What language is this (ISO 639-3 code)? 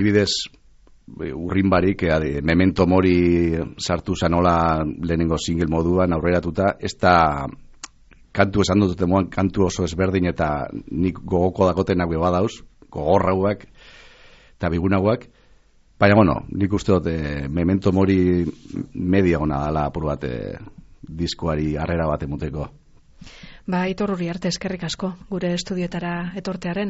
eus